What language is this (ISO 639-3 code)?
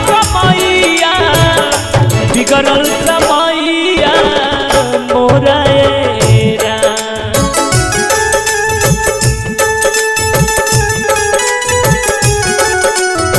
bho